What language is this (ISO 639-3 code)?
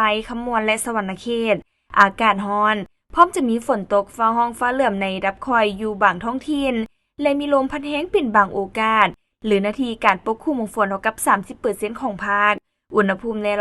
lao